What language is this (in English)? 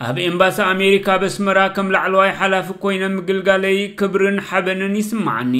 Tigrinya